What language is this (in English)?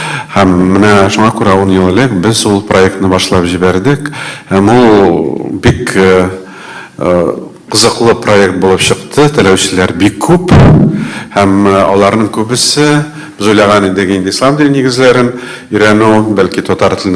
Tatar